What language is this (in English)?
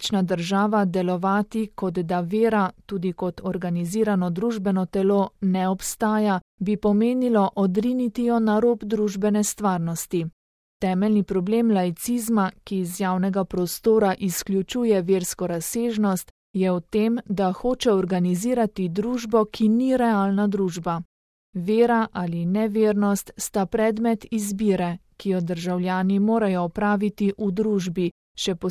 Slovenian